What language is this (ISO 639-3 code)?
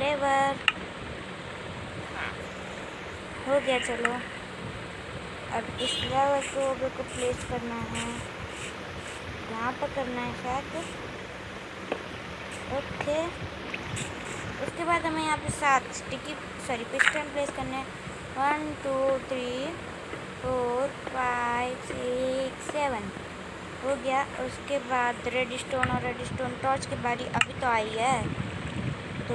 hin